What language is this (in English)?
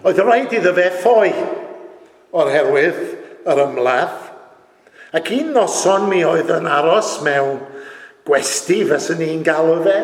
Welsh